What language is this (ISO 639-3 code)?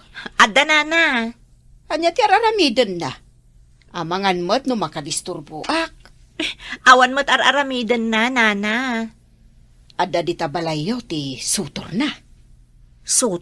ilo